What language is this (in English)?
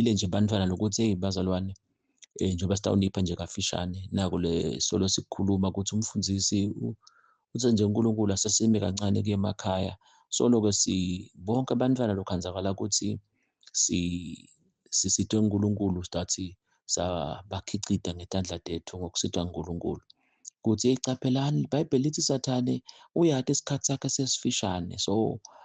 Zulu